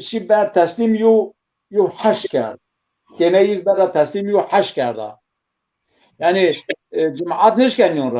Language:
Zaza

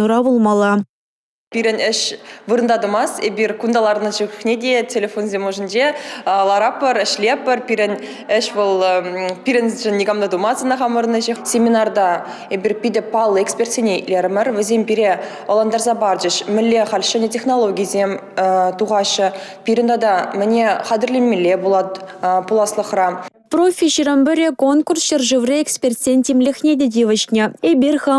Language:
Chuvash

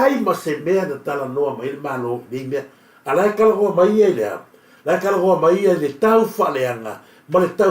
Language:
Samoan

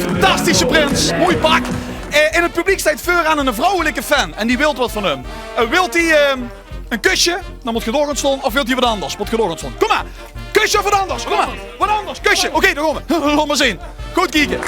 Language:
Limburgish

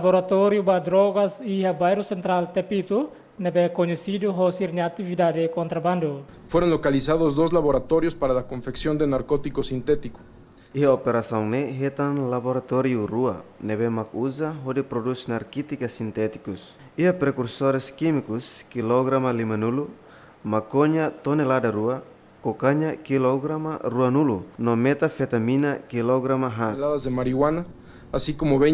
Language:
Tetum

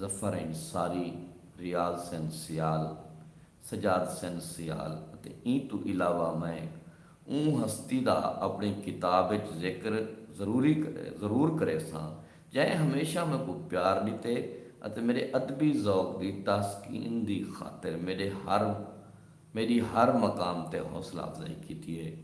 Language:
Saraiki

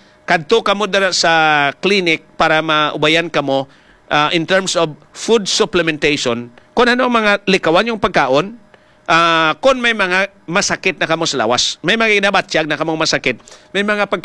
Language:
Hiligaynon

